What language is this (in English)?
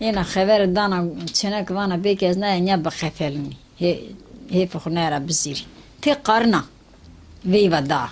Zaza